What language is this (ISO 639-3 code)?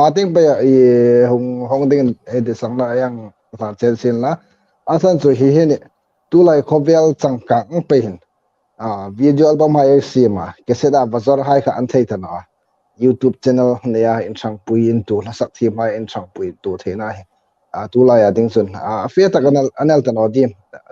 hmr